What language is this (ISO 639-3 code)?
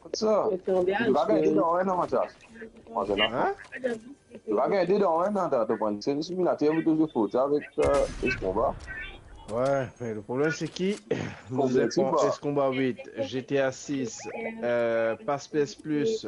mfe